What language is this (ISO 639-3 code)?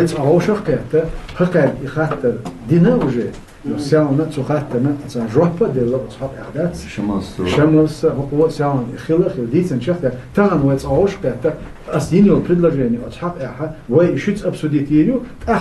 che